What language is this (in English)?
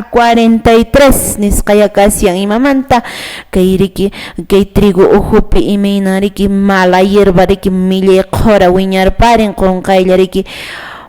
Quechua